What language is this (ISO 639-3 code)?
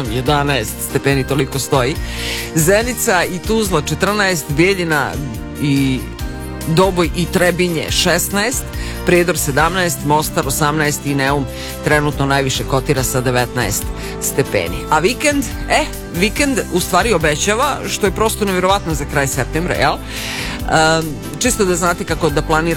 srp